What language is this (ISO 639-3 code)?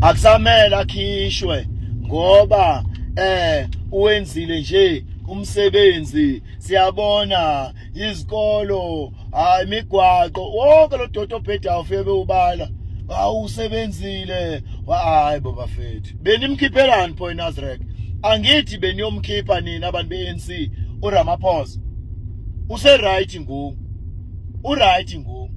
zul